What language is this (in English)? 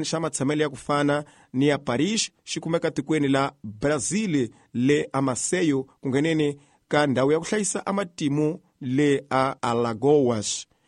Tsonga